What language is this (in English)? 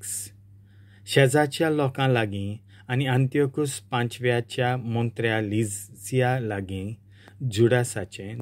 Konkani